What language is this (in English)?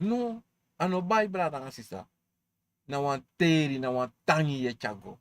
Sranan Tongo